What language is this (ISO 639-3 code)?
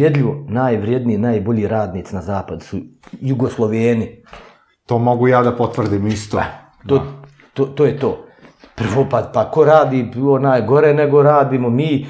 bos